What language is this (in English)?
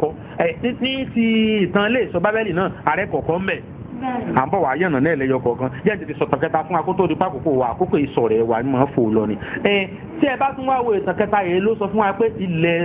Yoruba